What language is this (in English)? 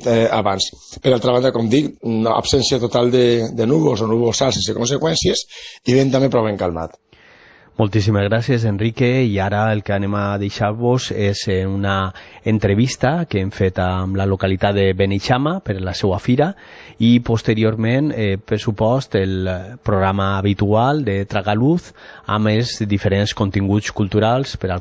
Catalan